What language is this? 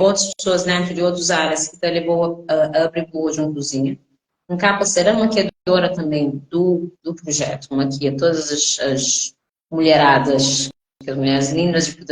Kabuverdianu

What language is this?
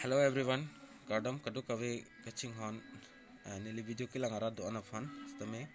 Karbi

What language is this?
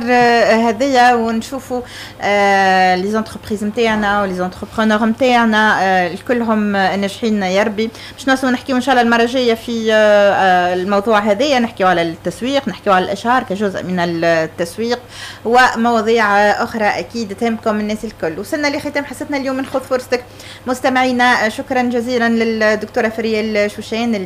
Tunisian Arabic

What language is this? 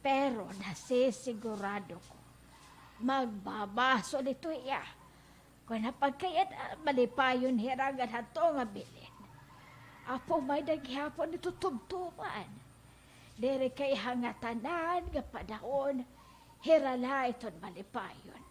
Waray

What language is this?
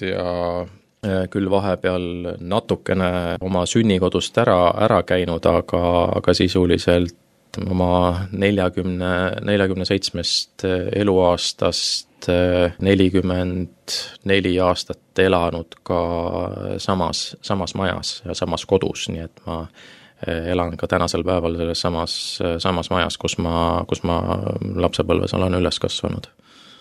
Estonian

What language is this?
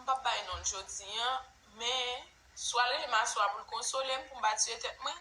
Haitian Creole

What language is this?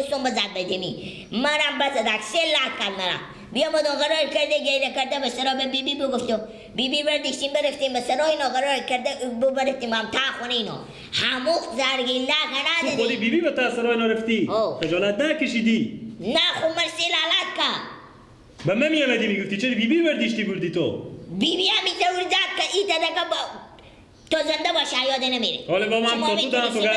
Persian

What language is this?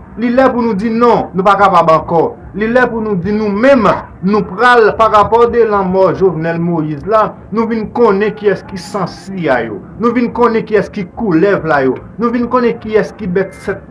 Haitian Creole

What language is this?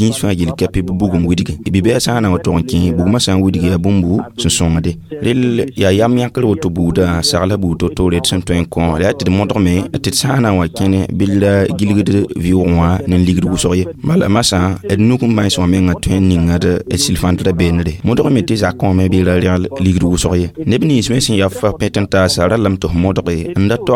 Mossi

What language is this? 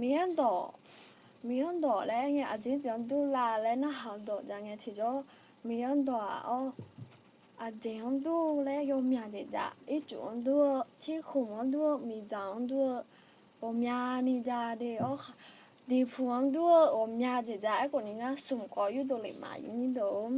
Akha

